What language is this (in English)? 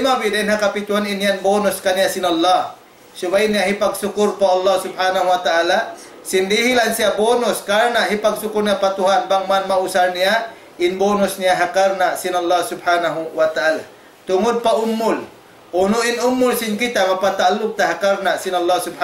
Tausug